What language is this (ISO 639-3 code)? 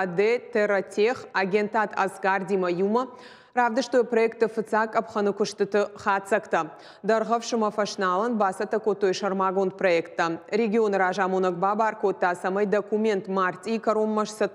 oss